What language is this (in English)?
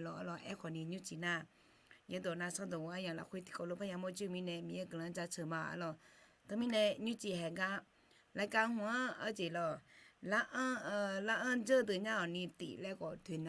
Akha